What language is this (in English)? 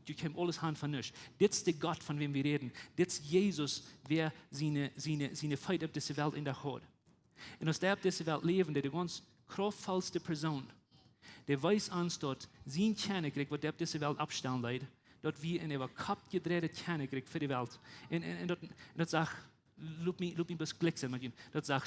Plautdietsch